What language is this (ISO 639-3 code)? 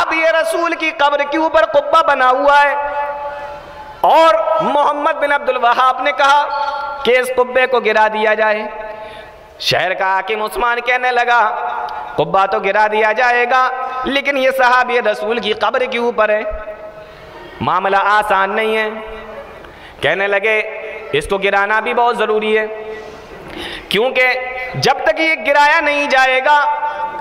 urd